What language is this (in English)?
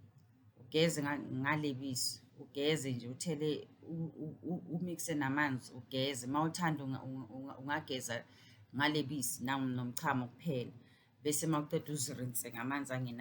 Zulu